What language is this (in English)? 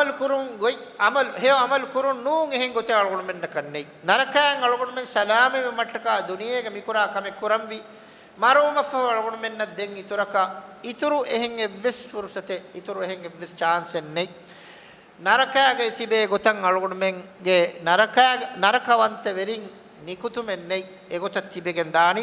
Divehi